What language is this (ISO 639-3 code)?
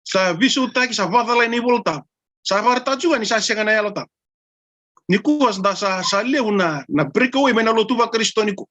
fij